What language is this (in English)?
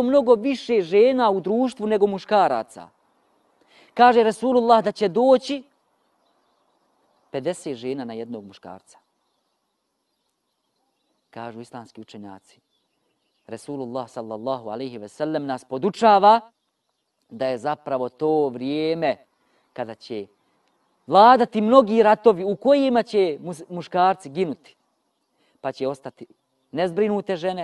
Bosnian